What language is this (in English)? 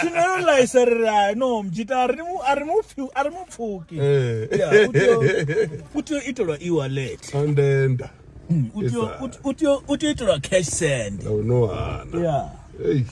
Venda